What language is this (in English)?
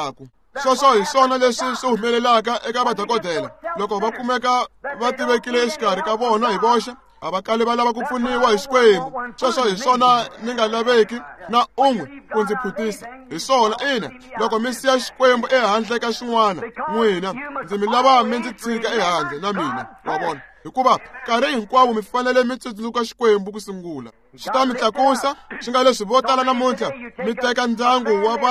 Tsonga